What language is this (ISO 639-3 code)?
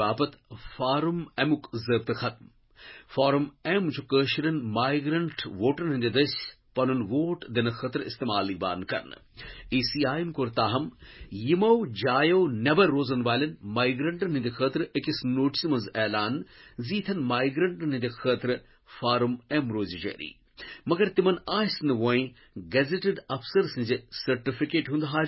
kas